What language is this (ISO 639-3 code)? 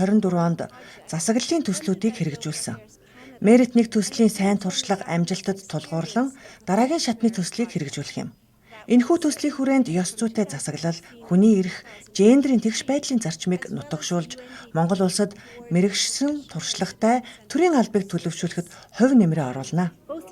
mon